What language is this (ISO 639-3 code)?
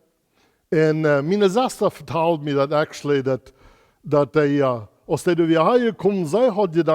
pdt